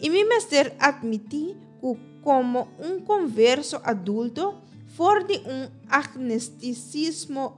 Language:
Papiamento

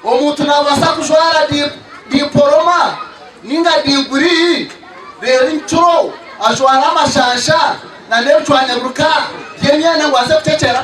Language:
Nyankole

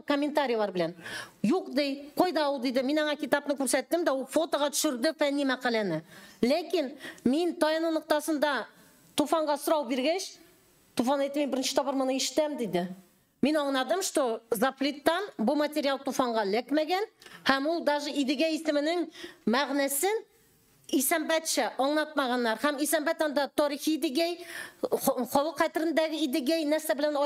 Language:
Tatar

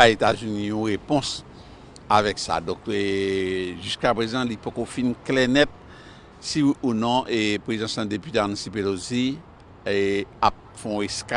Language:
Haitian Creole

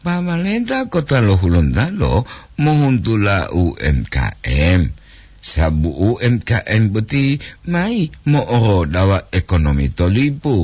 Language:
Gorontalo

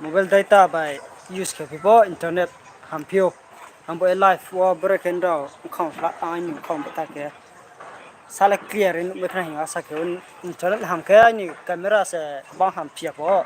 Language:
Riang (India)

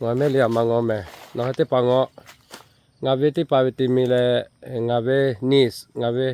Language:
Lahu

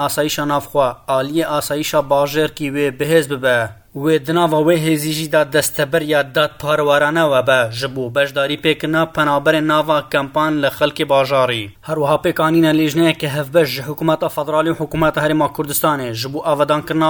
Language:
Kurdish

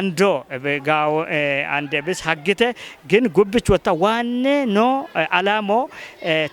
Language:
Kafa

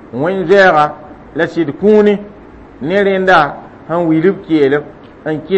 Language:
Mossi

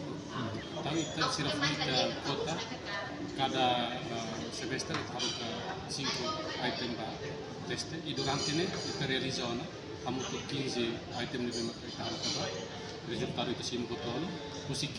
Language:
Tetum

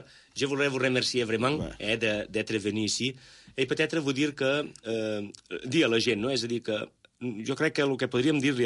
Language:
Catalan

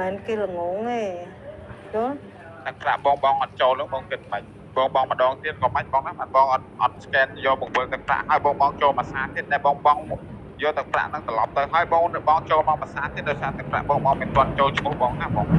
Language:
Khmer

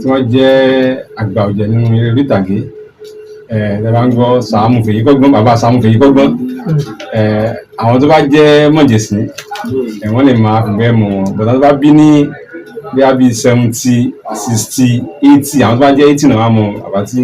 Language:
Yoruba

